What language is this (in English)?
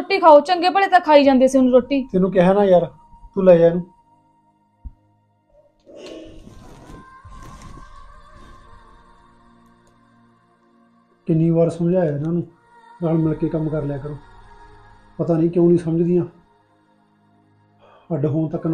Punjabi